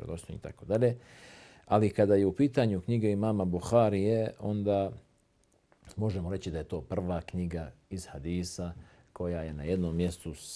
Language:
Bosnian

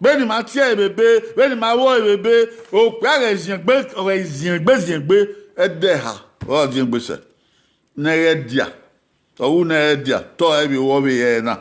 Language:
Bini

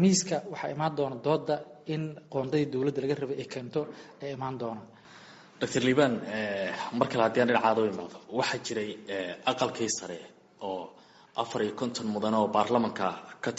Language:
Somali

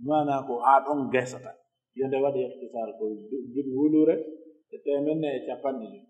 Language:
Pular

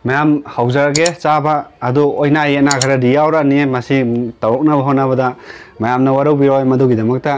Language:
Manipuri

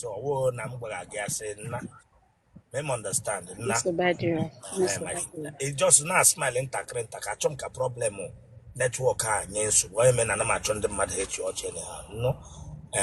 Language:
Igbo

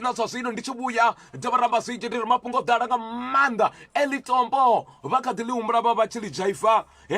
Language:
Venda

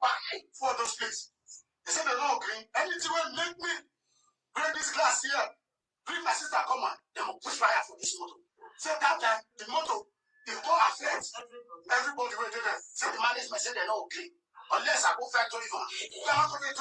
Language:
Nigerian Pidgin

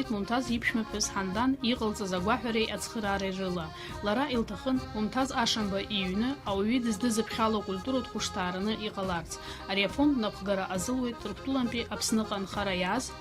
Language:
Abkhazian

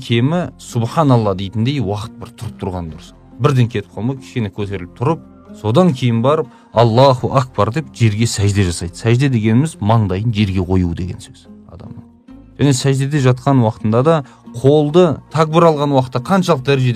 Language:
Kazakh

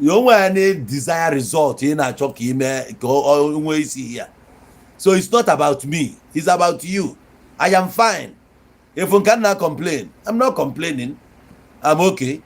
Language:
Igbo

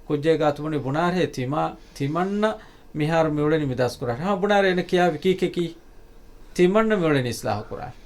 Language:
Divehi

